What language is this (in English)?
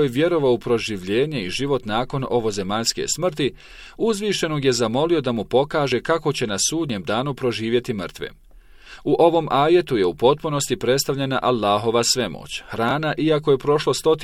Bosnian